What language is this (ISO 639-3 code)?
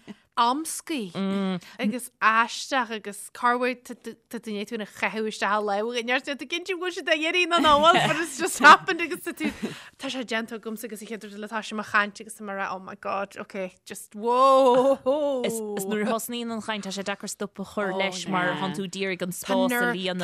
gle